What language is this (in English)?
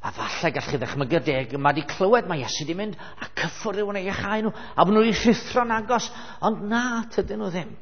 Welsh